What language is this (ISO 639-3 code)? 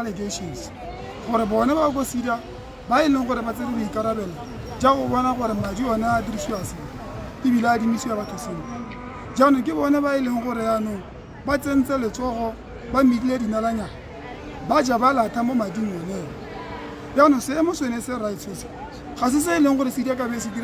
tsn